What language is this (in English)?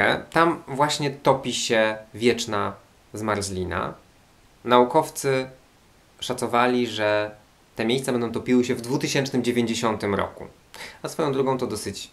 Polish